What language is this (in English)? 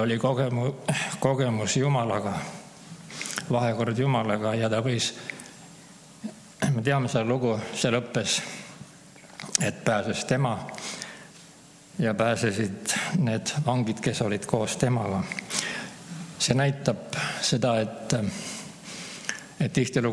Estonian